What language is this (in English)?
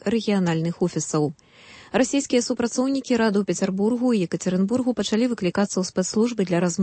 Belarusian